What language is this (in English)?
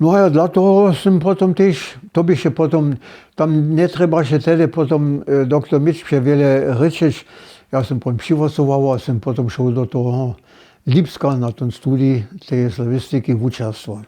Upper Sorbian